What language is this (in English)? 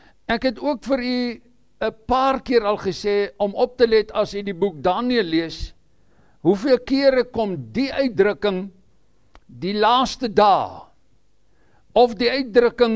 Afrikaans